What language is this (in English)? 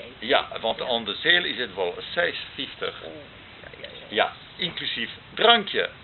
Western Frisian